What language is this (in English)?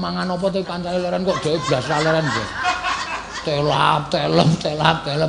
Javanese